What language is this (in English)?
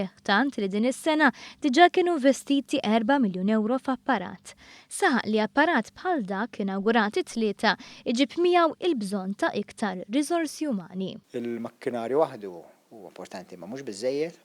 Maltese